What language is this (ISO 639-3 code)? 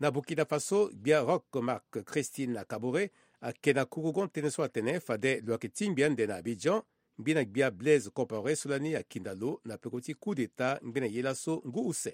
sag